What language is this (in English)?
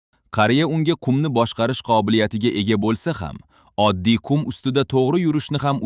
Uzbek